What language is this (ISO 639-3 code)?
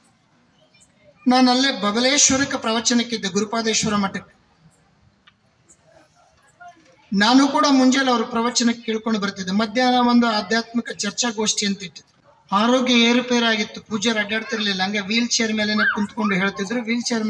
kan